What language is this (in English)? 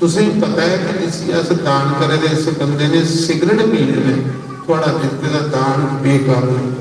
Dogri